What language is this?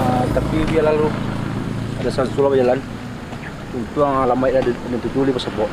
Minangkabau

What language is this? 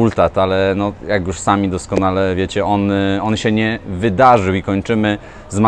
Polish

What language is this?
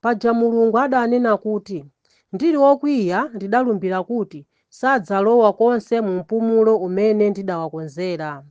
Nyanja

